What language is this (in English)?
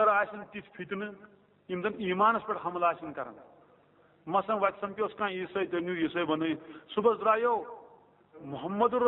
Kashmiri